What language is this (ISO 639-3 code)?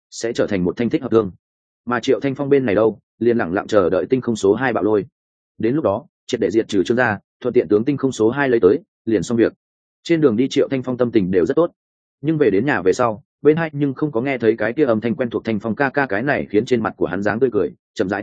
vie